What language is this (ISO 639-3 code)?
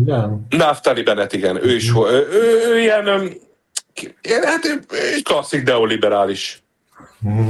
hun